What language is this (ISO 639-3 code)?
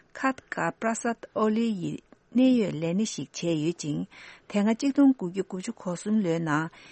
bod